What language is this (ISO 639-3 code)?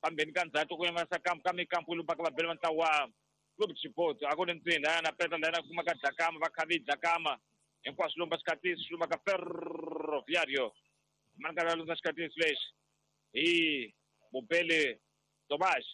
tso